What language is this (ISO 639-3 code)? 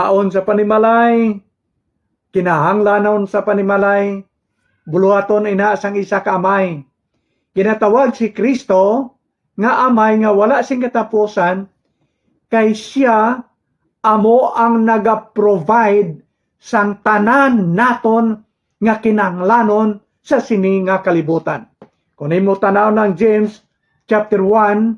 hil